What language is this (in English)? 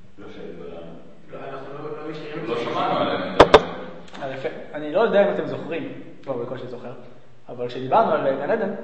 Hebrew